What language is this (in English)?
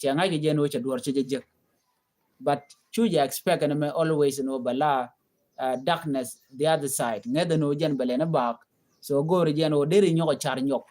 Nuer